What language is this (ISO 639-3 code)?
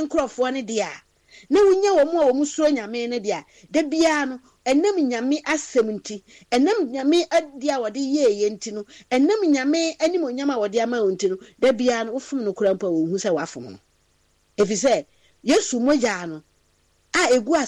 aka